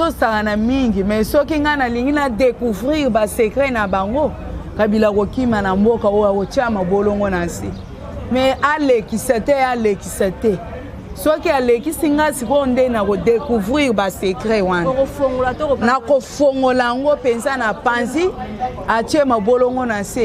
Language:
Lingala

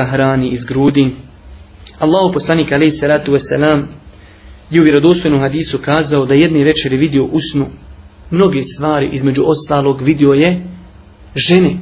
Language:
Bosnian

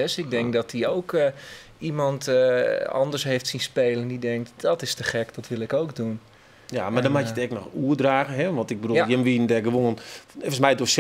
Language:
Western Frisian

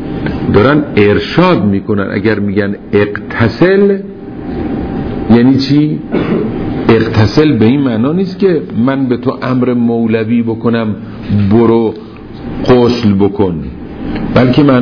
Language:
Persian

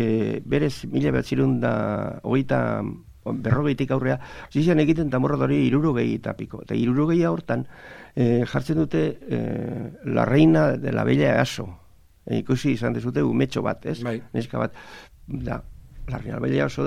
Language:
Basque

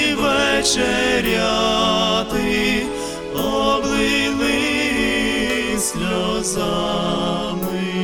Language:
Ukrainian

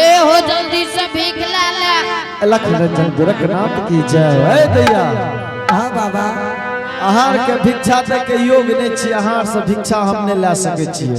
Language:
Angika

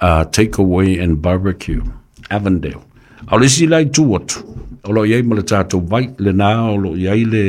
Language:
Samoan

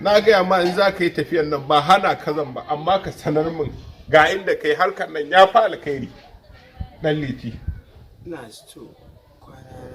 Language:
Hausa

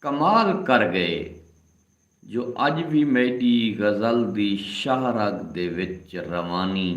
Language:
Saraiki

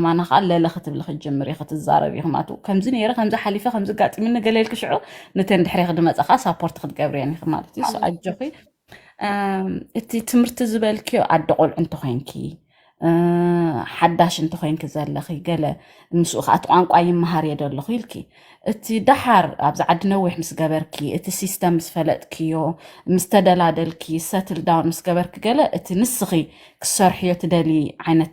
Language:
Tigrinya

